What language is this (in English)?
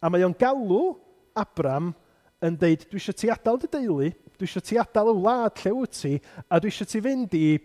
Welsh